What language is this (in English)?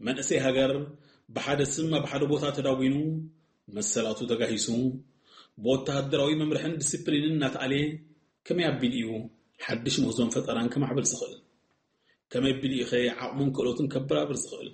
Tigrinya